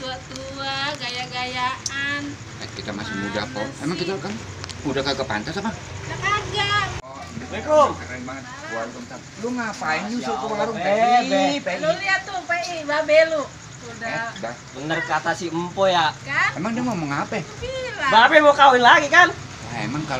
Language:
Betawi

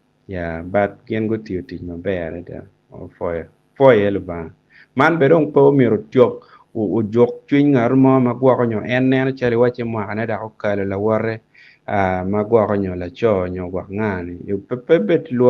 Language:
Acoli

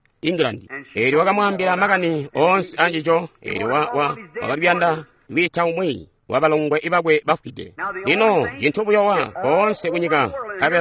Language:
Tonga (Zambia)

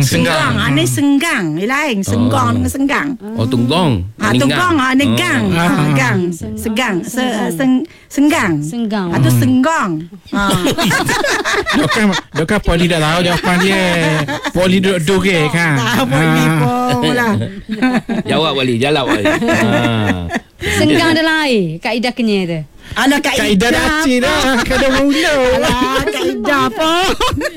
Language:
Malay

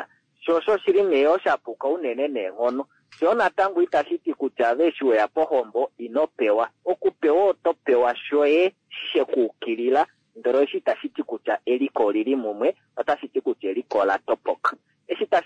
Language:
Kuanyama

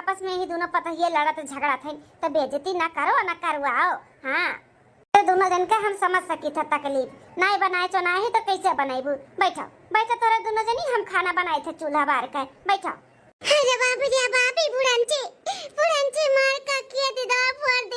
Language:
Awadhi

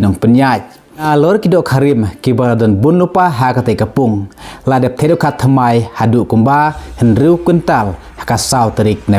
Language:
Khasi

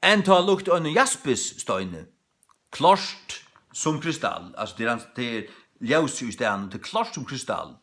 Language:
Faroese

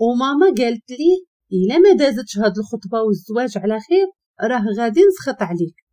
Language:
Moroccan Arabic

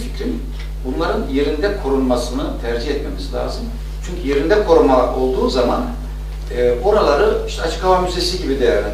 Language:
Turkish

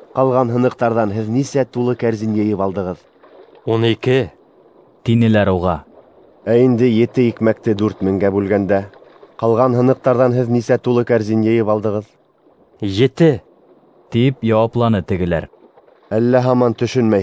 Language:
Bashkir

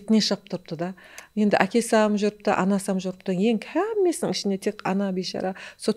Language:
Kara-Kalpak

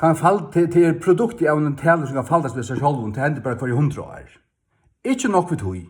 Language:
Faroese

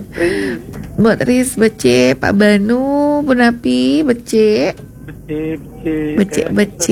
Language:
Balinese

